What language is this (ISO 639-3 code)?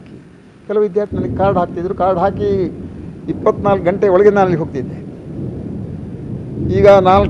kan